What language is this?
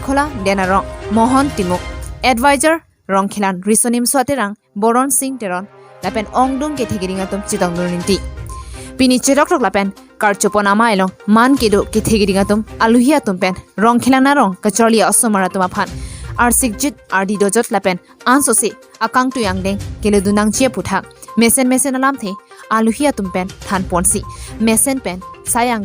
Karbi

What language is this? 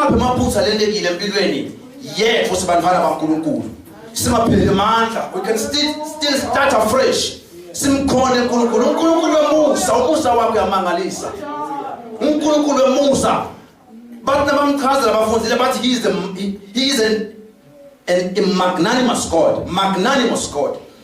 Zulu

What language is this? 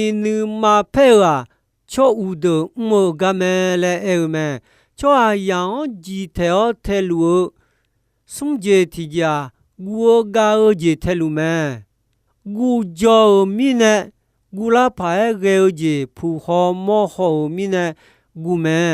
Akha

